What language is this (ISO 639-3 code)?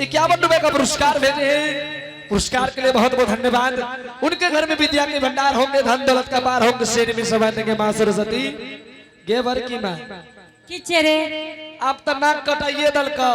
anp